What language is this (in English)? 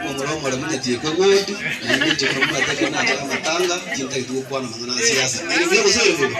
Gusii